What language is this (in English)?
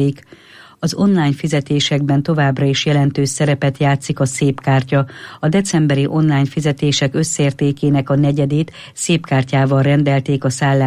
Hungarian